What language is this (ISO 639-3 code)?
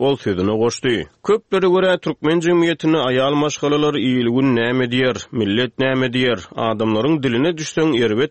tuk